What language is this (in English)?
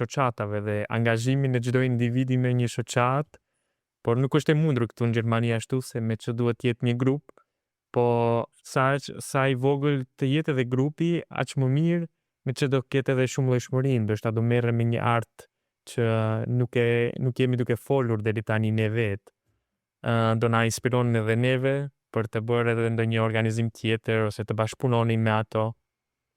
Albanian